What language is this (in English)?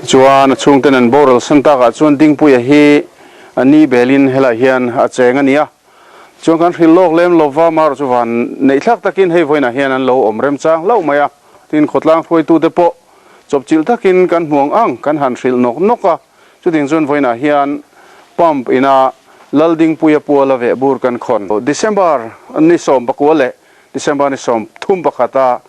Mizo